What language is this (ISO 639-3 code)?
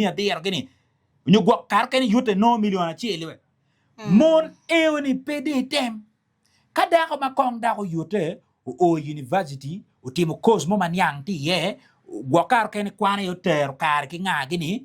ach